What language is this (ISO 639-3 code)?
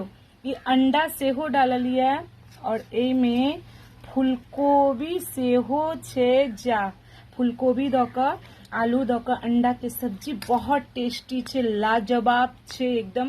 mai